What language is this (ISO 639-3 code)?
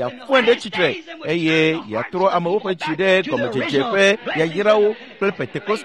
ewe